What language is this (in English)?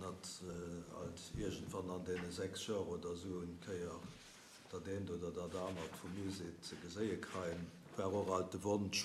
Luxembourgish